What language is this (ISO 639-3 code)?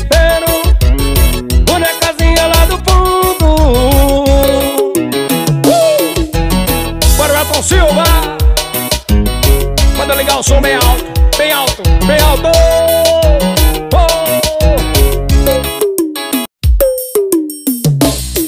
por